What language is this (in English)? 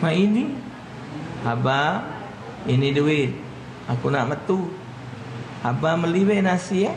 Musi